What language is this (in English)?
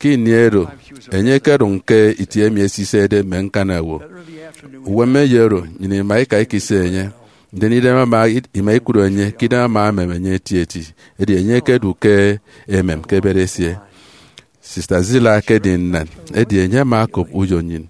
Efik